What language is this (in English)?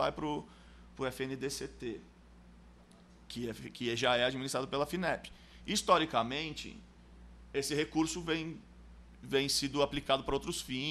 Portuguese